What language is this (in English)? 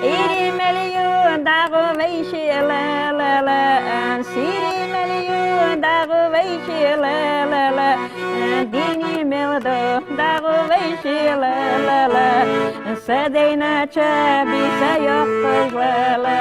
Ingush